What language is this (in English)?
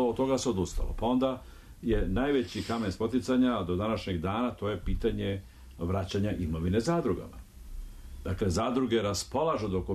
Serbian